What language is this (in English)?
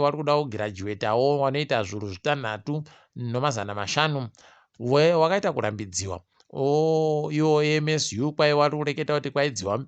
Ndau